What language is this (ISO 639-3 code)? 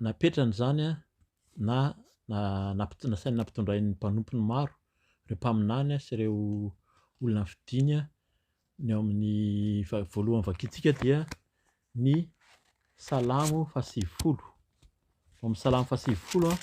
mlg